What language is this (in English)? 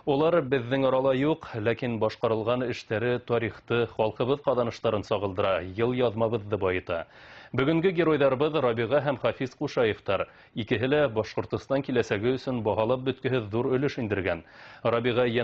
Bashkir